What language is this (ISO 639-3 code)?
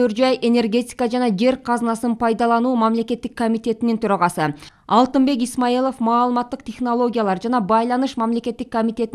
kir